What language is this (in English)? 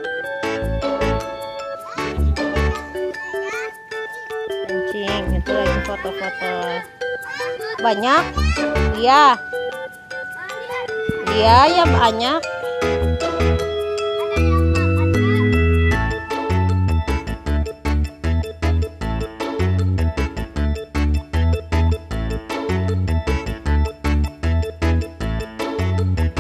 Indonesian